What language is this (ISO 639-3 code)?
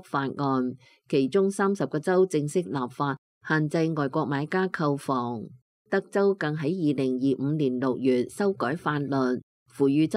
yue